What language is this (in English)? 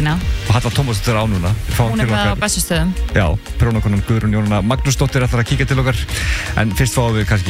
Icelandic